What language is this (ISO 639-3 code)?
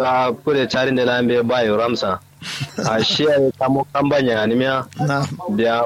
kau